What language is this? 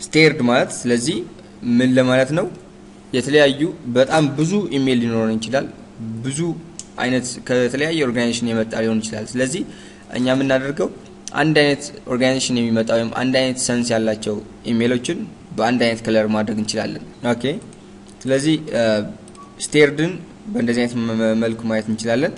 Amharic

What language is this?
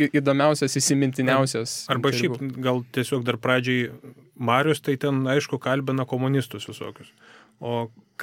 Lithuanian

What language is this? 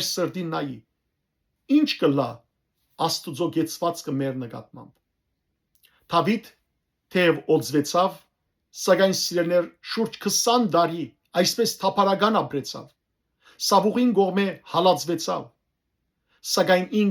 Western Armenian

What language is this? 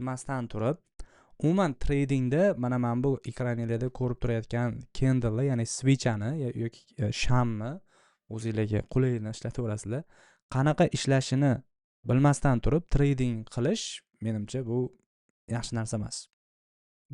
Uzbek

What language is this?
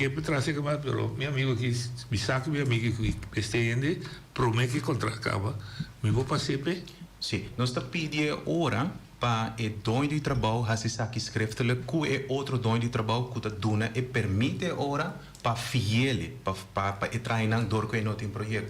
Papiamento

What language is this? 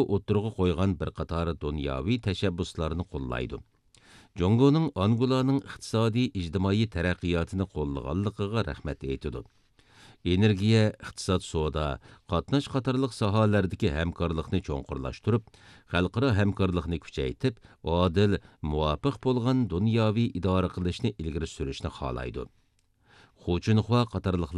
Uyghur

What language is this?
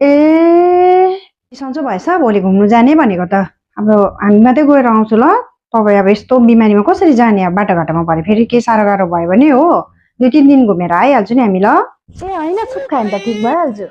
Nepali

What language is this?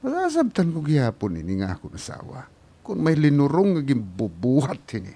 Waray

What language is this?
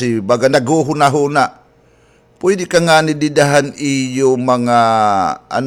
Waray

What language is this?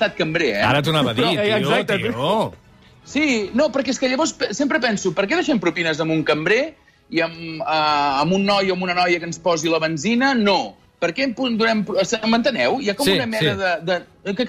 Catalan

